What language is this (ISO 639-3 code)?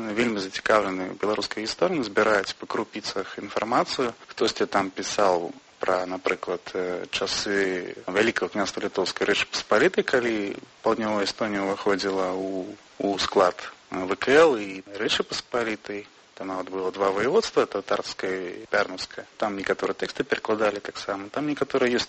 bel